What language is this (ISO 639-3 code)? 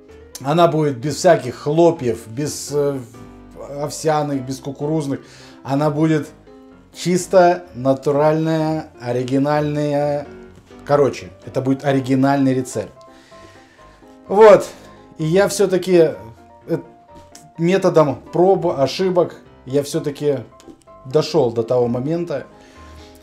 rus